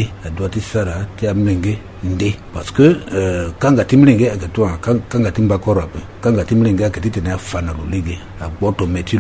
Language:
Sango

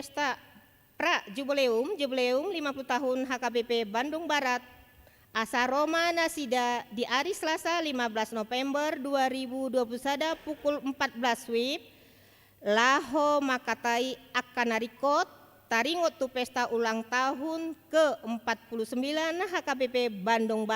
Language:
Batak Toba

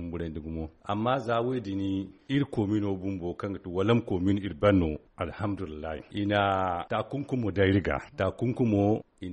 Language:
Zarma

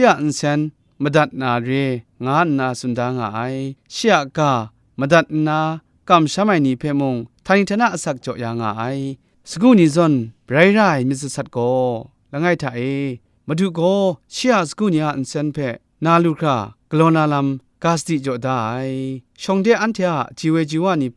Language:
Kachin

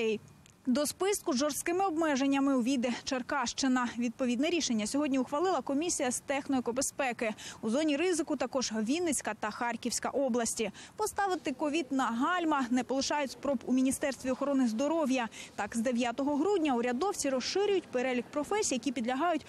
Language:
Ukrainian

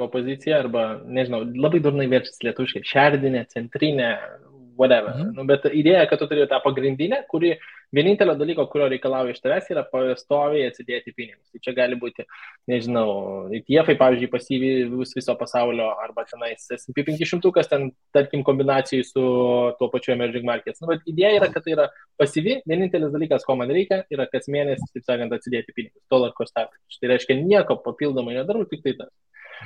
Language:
Lithuanian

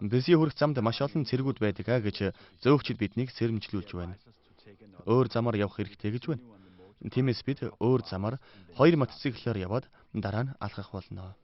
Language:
Mongolian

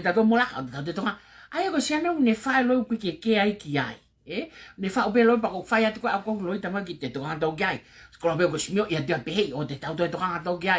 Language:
Tongan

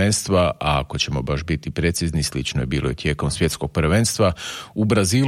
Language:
Croatian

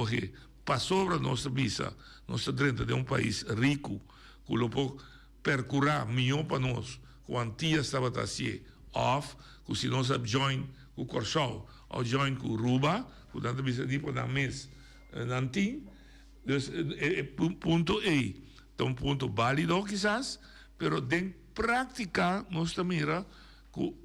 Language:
Papiamento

